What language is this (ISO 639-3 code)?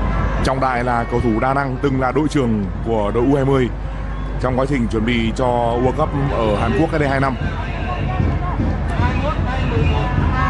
vie